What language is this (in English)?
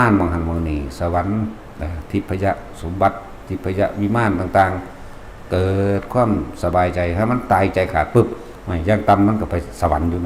Northeastern Thai